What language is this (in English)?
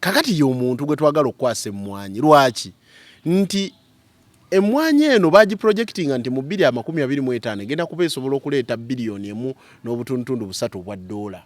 Ganda